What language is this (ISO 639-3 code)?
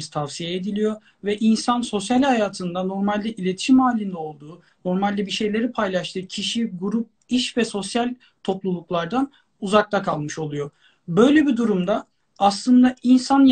tur